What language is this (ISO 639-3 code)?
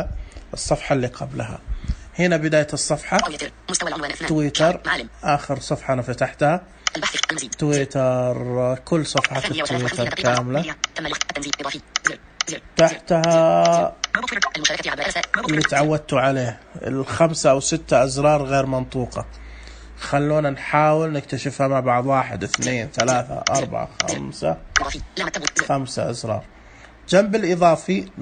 ars